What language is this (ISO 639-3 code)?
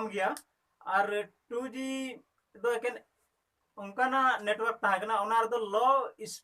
sat